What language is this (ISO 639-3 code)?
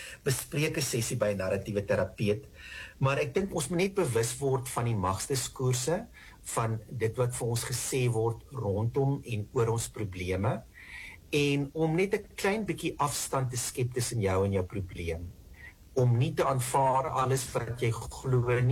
afr